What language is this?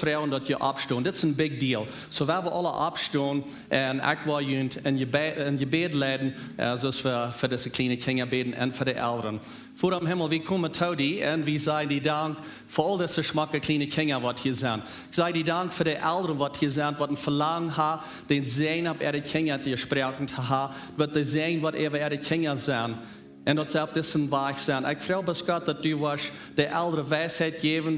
Plautdietsch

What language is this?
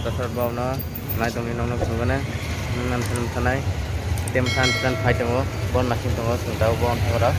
Kok Borok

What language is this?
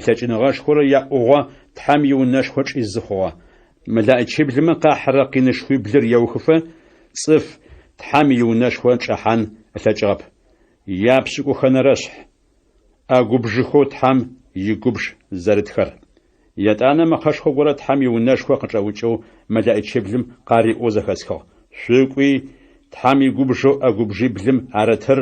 Adyghe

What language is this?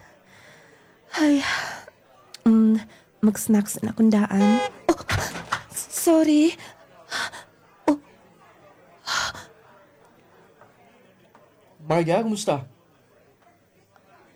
Filipino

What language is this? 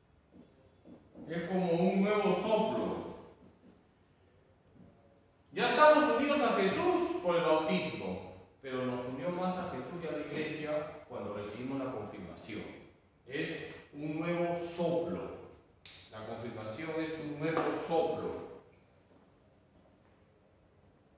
Spanish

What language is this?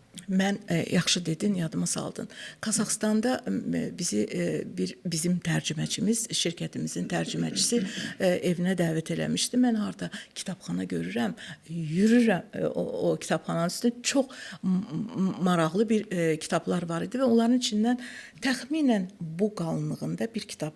Azerbaijani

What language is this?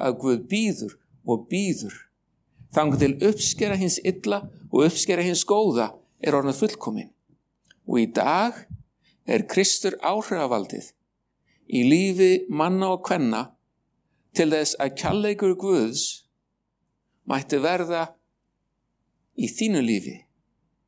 Icelandic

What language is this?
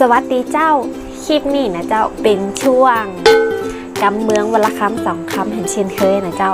Northern Thai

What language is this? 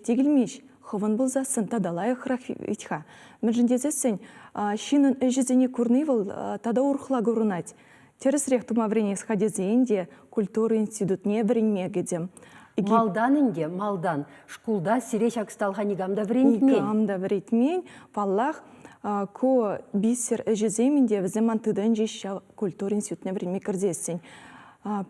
Chuvash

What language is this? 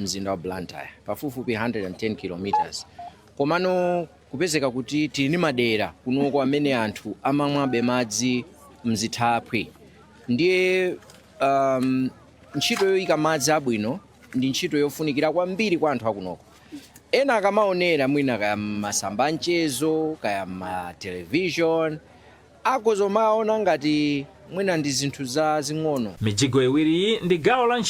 Nyanja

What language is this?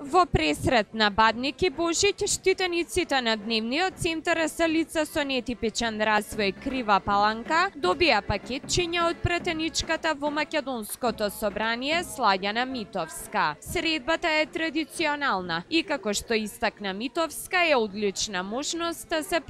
Macedonian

